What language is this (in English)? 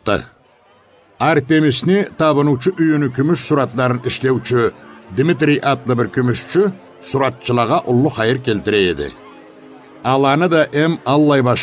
Karachay-Balkar